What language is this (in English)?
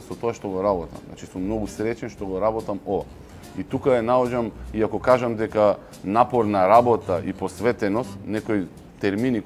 Macedonian